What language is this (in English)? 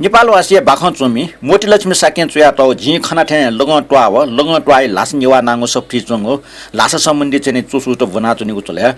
Newari